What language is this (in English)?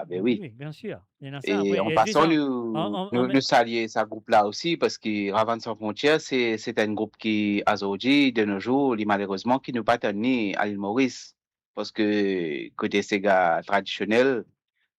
Morisyen